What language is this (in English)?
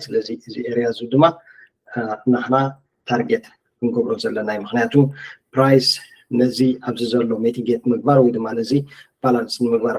Tigrinya